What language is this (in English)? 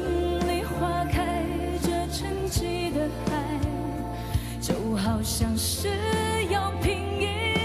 Chinese